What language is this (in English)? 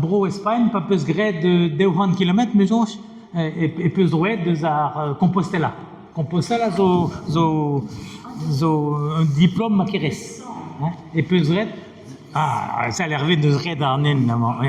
Breton